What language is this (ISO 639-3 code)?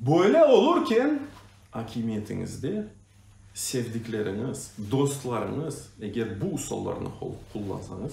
crh